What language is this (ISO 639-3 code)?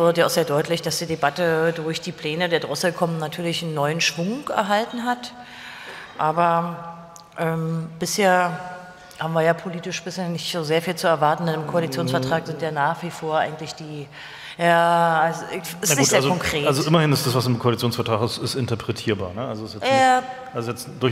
deu